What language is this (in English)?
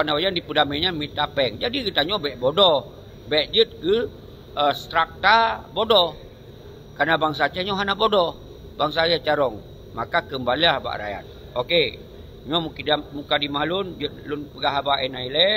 Achinese